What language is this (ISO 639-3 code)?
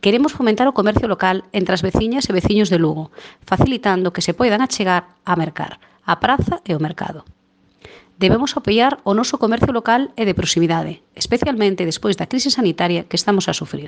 glg